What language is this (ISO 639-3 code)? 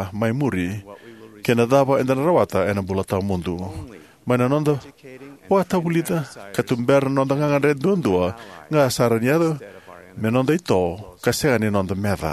fij